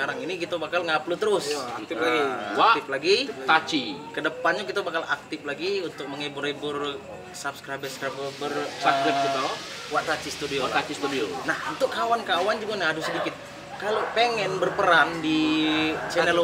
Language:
Musi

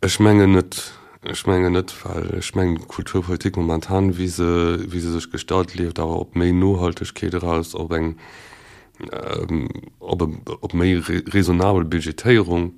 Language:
Luxembourgish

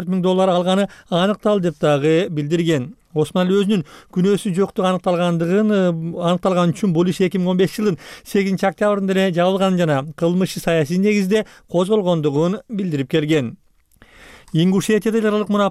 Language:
Kyrgyz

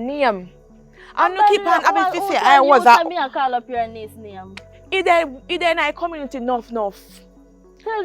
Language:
Jamaican Creole English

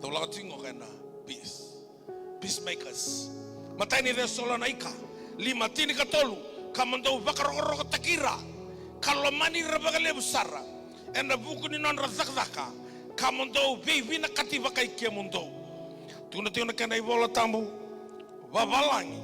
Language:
Fijian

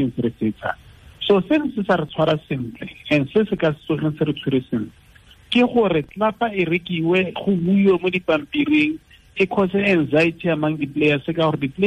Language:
Tswana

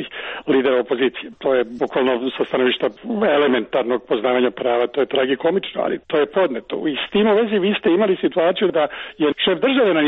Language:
Serbian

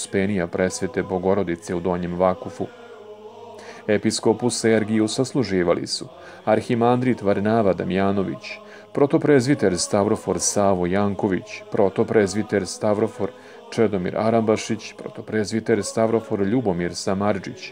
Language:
Serbian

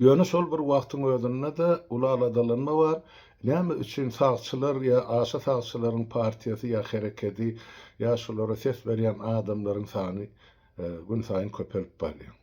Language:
Turkmen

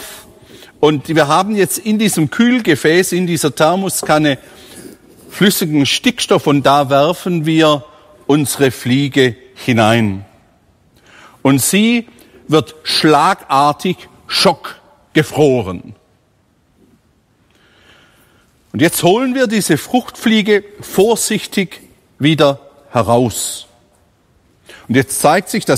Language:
German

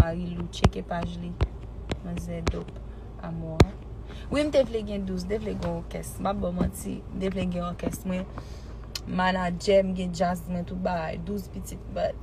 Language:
Haitian Creole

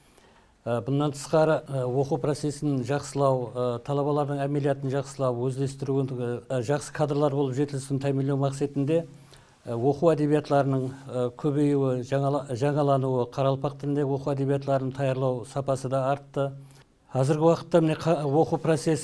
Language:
Kara-Kalpak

